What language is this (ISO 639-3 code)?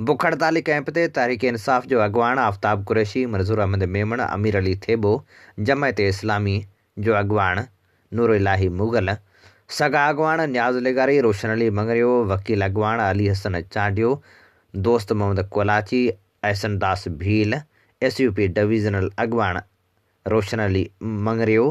snd